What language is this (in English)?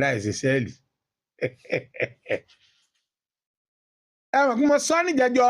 Yoruba